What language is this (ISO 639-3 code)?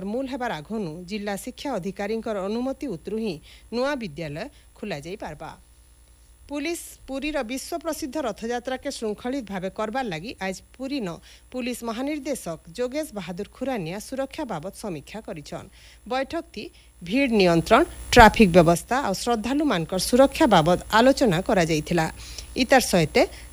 ori